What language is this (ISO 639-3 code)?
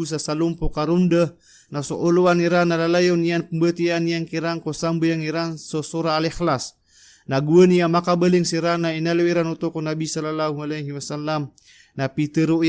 mrw